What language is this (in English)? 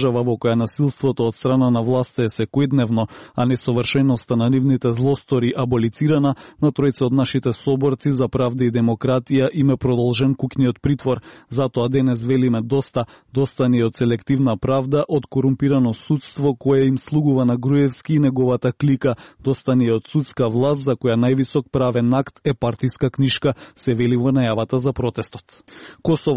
Macedonian